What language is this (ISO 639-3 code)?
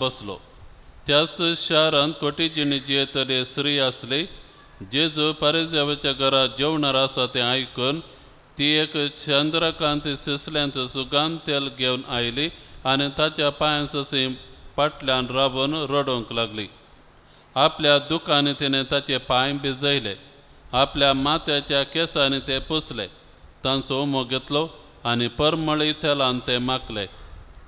kok